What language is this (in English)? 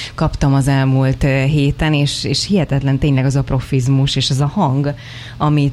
Hungarian